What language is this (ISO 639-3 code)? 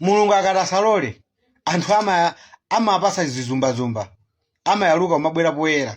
nya